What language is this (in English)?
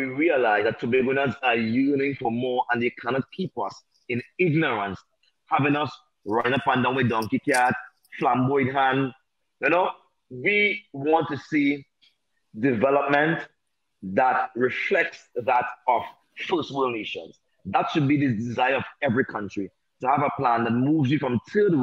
English